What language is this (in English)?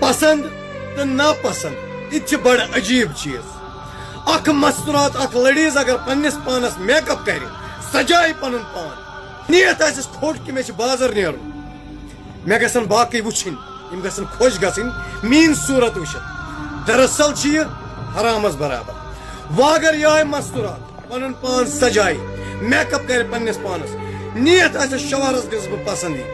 Kashmiri